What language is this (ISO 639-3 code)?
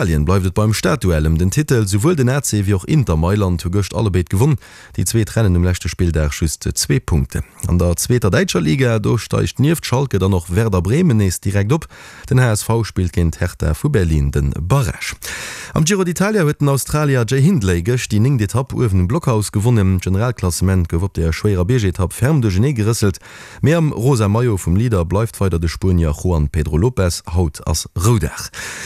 ltz